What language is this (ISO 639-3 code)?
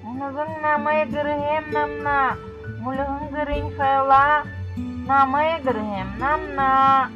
bua